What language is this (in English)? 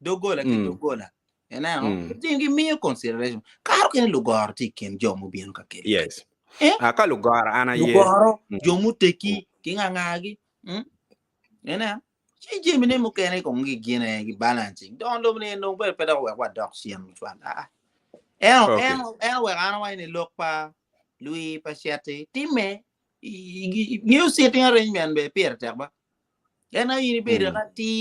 Acoli